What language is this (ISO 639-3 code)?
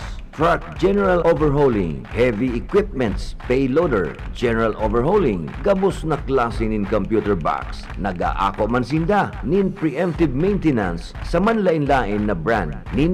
bik